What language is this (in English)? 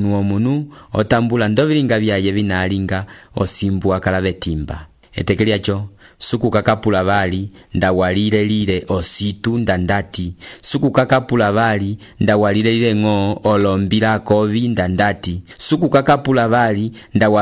Umbundu